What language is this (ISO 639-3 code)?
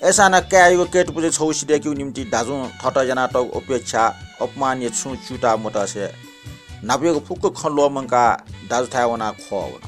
new